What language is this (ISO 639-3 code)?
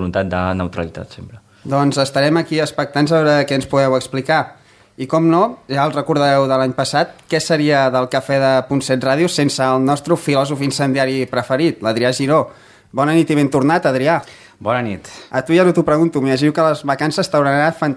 cat